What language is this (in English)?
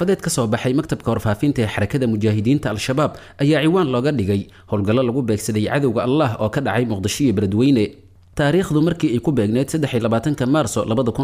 Somali